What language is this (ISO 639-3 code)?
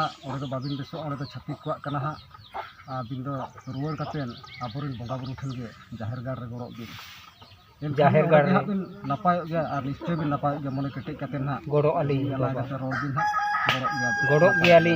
sat